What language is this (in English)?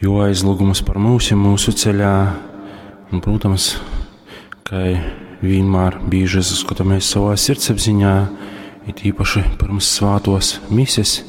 Latgalian